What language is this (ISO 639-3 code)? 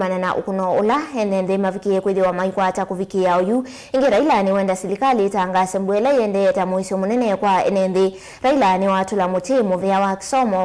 kam